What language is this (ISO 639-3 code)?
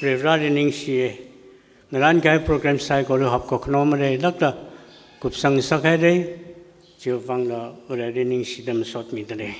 nmf